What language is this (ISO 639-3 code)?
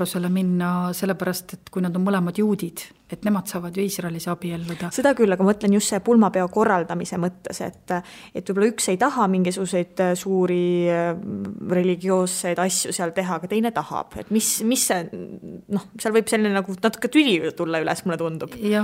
est